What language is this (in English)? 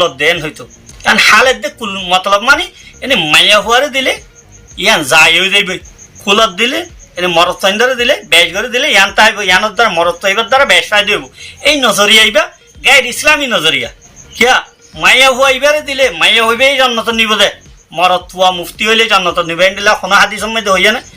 Rohingya